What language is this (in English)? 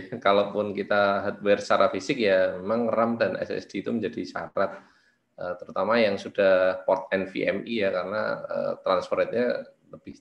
Indonesian